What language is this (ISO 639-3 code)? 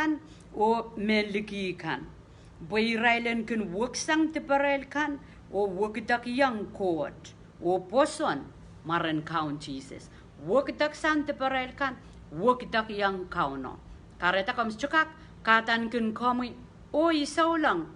pon